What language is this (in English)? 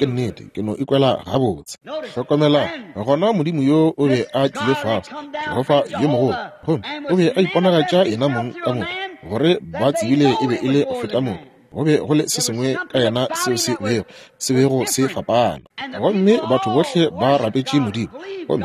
Northern Sotho